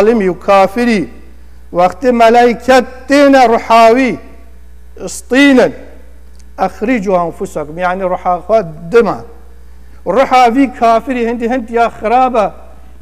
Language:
Kurdish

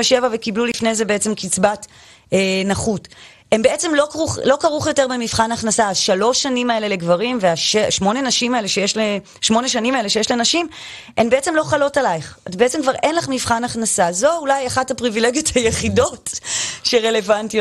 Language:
Hebrew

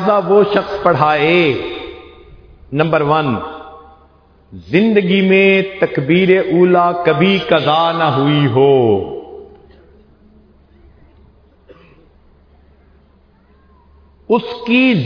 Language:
Urdu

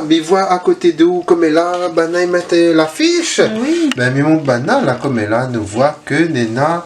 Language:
Réunion Creole French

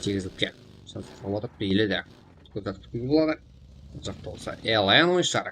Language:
Kara-Kalpak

